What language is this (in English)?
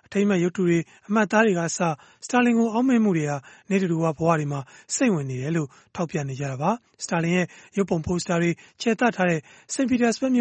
Burmese